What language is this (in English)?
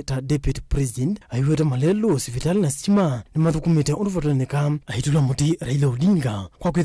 Kamba